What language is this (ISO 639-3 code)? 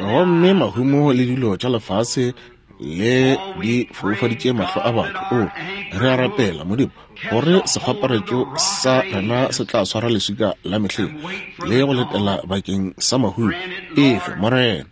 nso